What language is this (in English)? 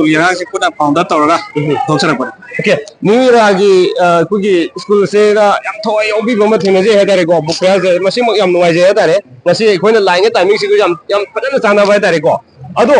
Manipuri